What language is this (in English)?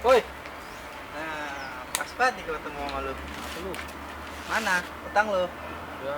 Betawi